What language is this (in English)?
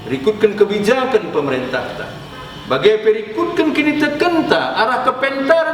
Batak Karo